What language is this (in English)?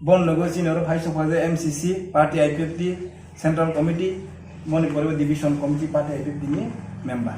Kok Borok